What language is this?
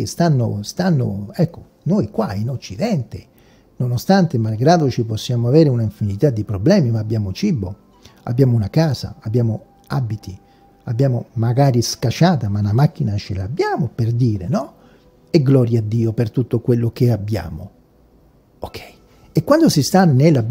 Italian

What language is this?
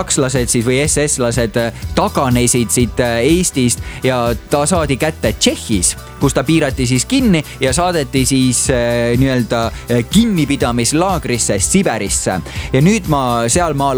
Estonian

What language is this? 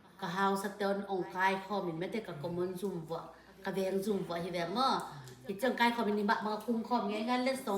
Tedim Chin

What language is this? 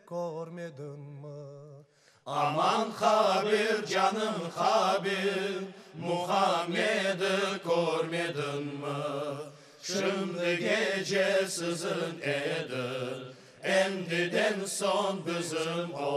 Crimean Tatar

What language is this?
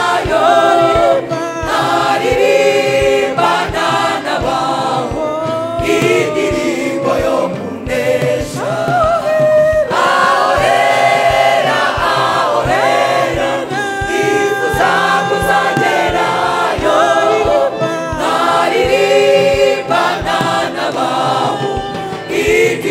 Kinyarwanda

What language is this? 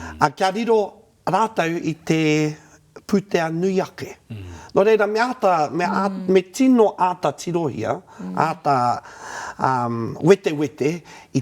Māori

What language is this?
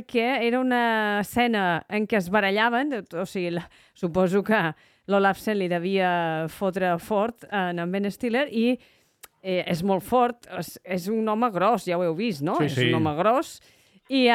Catalan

